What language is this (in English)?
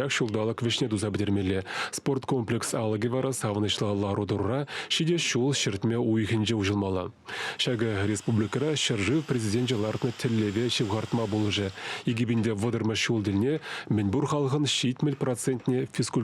Chuvash